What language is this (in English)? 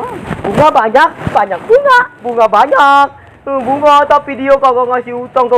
Betawi